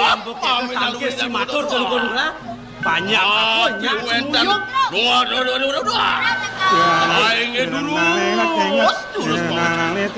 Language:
Balinese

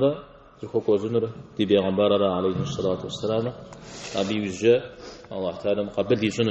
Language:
Kabardian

